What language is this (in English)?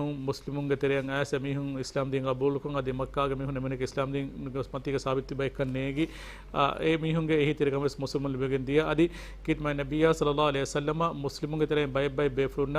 Divehi